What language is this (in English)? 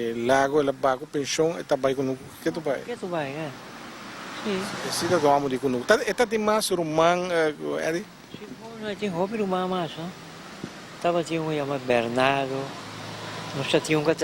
Papiamento